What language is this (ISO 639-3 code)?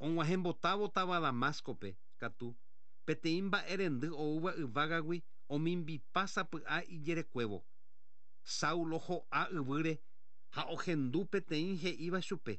grn